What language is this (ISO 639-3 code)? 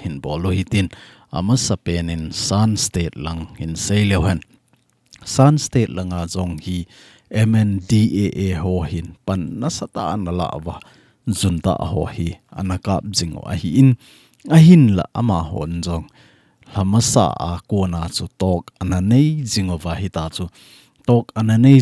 tcz